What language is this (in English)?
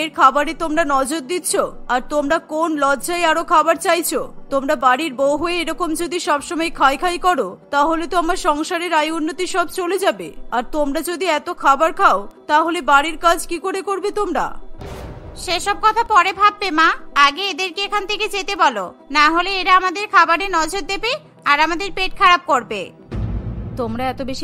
Bangla